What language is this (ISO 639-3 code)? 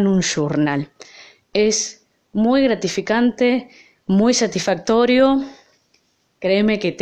spa